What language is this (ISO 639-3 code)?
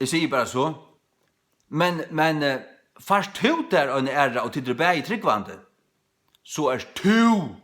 fao